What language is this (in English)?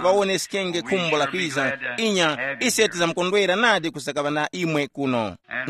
Tumbuka